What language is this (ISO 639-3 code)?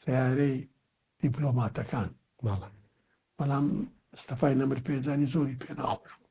ckb